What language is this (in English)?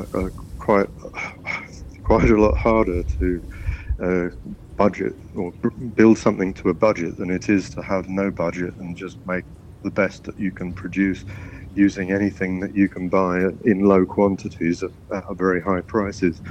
English